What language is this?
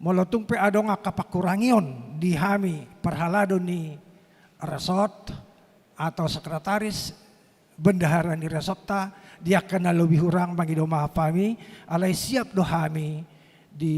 Batak Toba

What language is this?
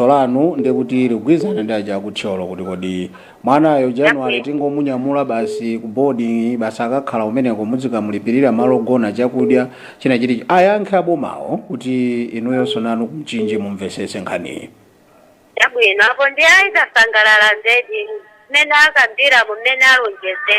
Nyanja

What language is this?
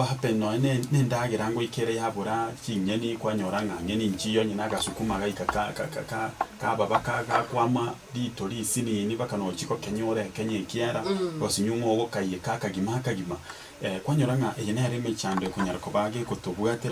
Gusii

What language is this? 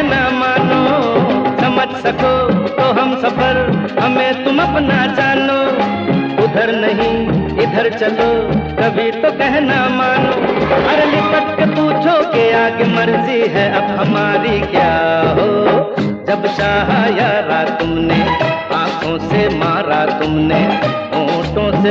Hindi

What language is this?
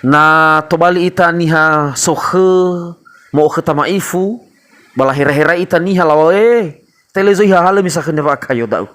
Nias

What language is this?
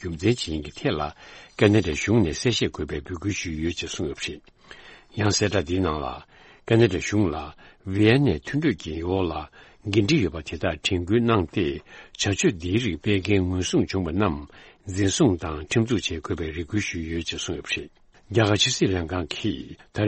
Tibetan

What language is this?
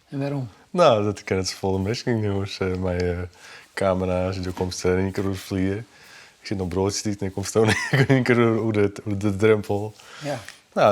Western Frisian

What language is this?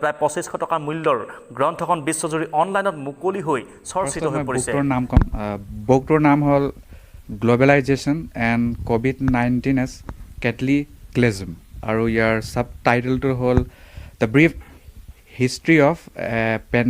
Assamese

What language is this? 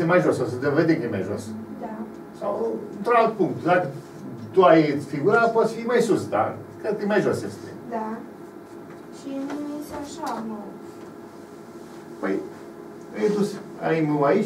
Romanian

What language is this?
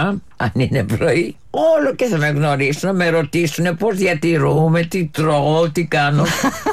Greek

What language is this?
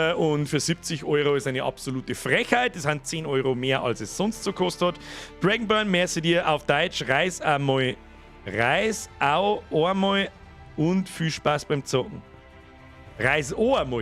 Bavarian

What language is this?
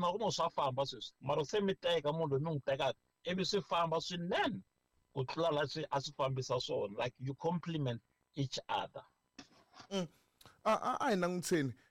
Tsonga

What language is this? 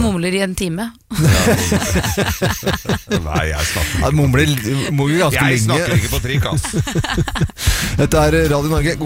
Norwegian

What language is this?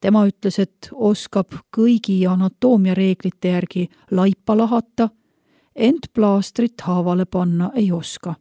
Estonian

